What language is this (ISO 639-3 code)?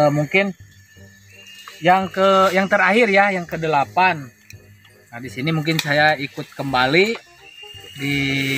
ind